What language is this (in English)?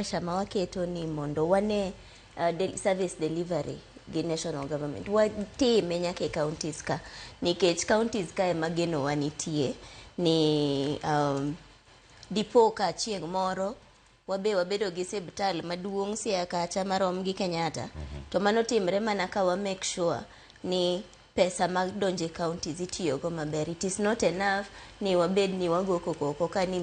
Luo (Kenya and Tanzania)